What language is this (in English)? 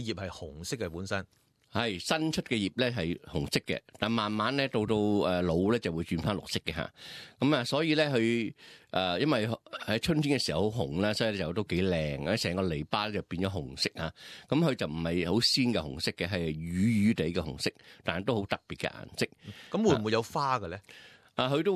Cantonese